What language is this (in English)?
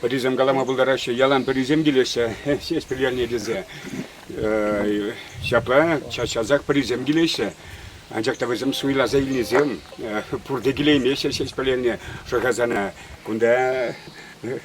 Chuvash